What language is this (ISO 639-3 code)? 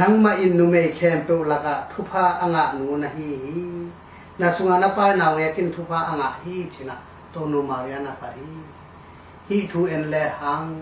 ctd